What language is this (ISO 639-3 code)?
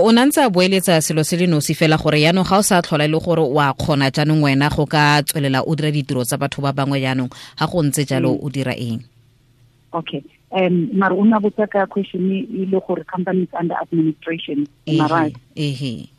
tsn